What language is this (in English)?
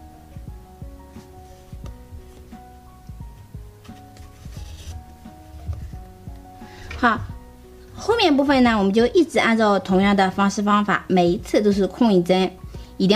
Chinese